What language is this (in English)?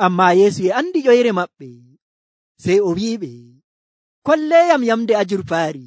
Nigerian Fulfulde